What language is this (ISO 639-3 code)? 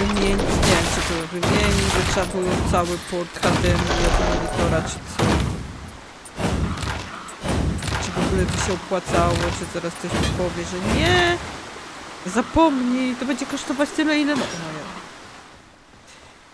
pol